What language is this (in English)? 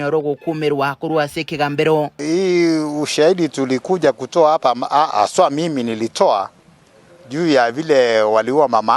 Gusii